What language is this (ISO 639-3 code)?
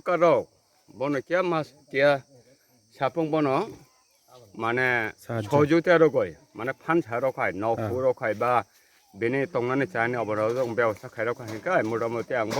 trp